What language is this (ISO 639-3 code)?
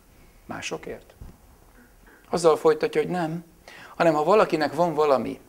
hun